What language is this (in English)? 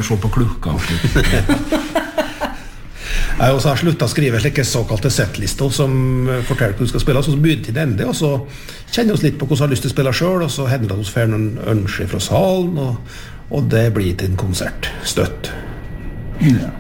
Norwegian